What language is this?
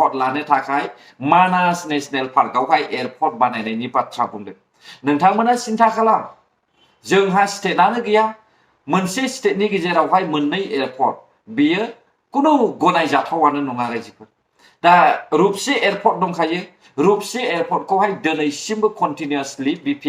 Bodo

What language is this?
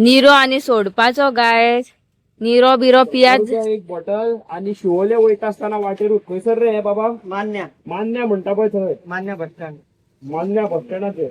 Konkani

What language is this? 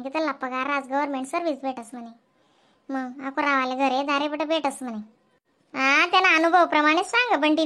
Khandesi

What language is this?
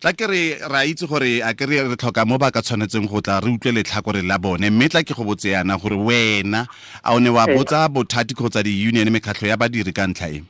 Tswana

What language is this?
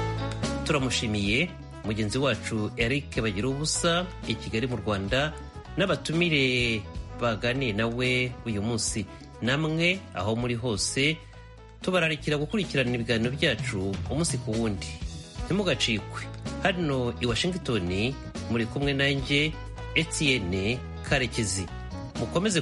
Kinyarwanda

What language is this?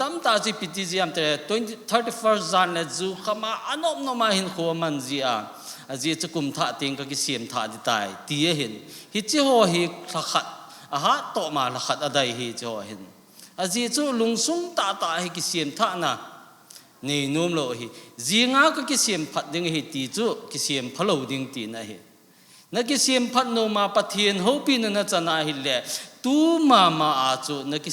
Thado Chin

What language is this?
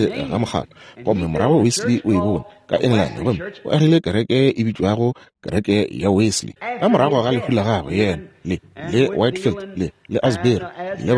Northern Sotho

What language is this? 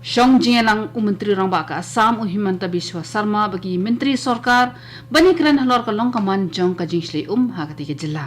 Khasi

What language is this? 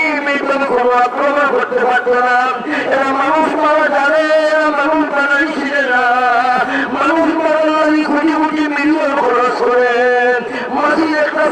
Sylheti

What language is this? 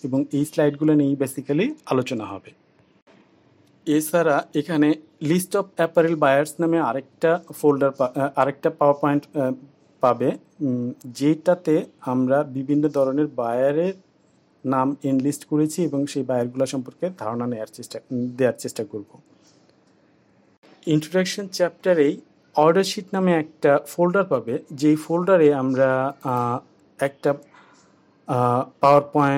Bangla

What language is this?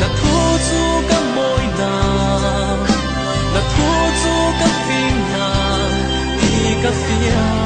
Falam Chin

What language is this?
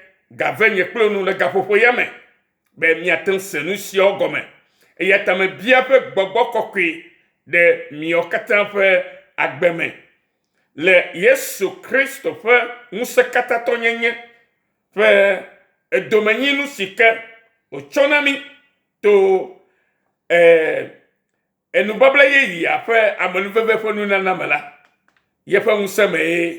Ewe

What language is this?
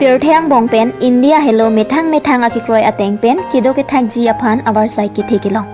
Karbi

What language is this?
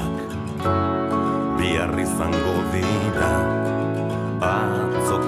Basque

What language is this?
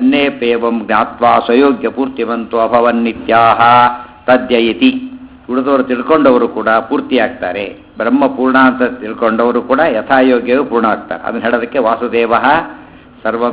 Kannada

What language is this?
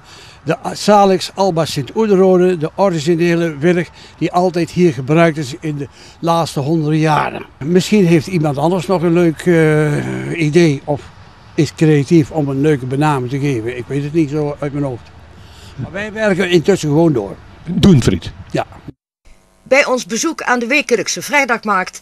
Dutch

